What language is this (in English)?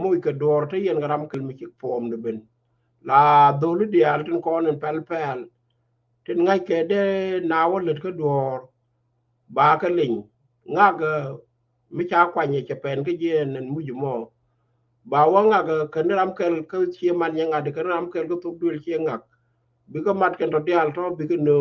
Nuer